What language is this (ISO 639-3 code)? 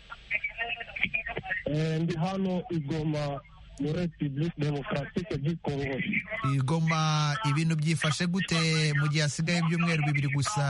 kin